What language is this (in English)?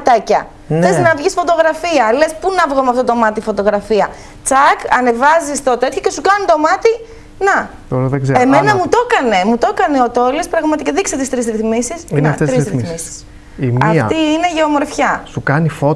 Greek